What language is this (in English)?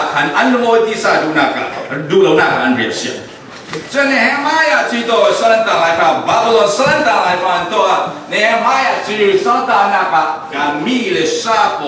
Falam Chin